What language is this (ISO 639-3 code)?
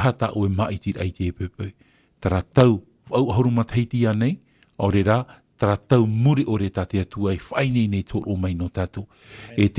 tah